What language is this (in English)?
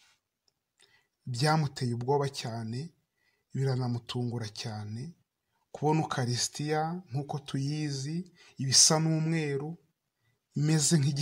Kinyarwanda